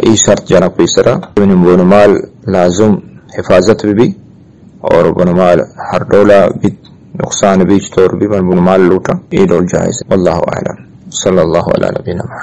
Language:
Eastern Balochi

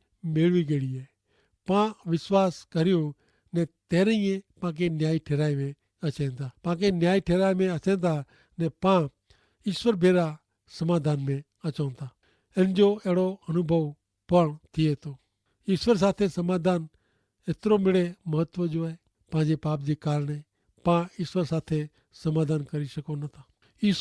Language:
Kachhi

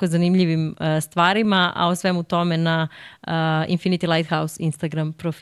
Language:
Serbian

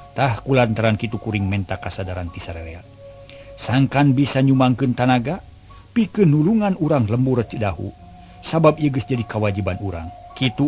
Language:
Sundanese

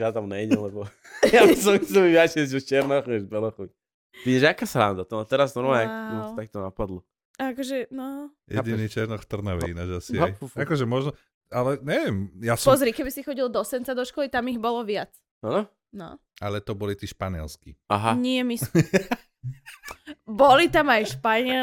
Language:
Slovak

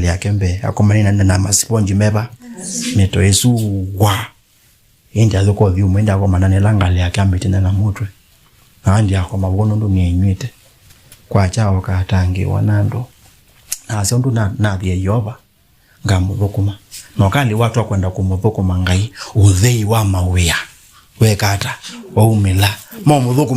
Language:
Kamba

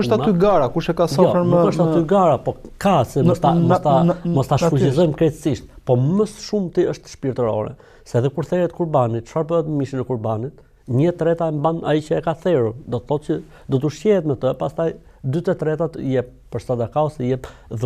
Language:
Albanian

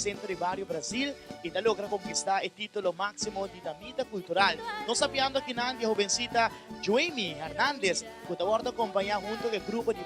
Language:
Papiamento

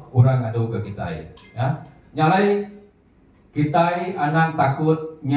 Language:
Iban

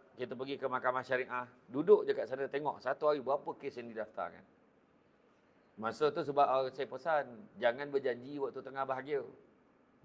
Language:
Malay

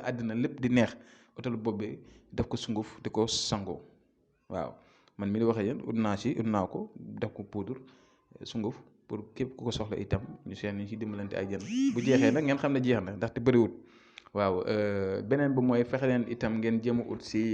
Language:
Wolof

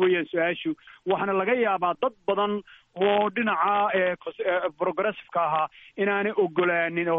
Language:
Somali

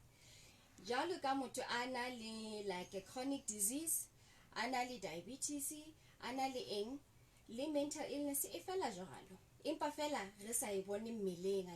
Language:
Southern Sotho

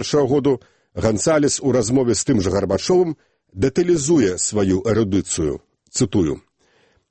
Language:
Belarusian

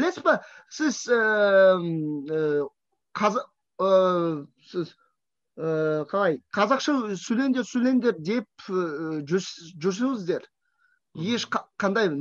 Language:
Kazakh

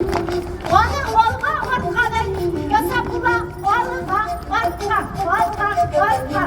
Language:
Tatar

